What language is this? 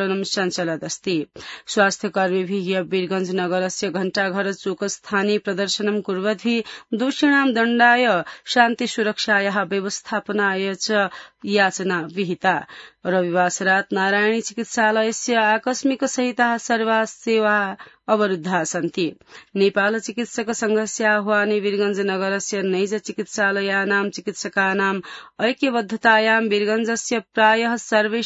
Sanskrit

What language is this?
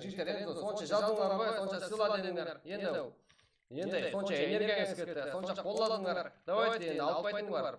Kara-Kalpak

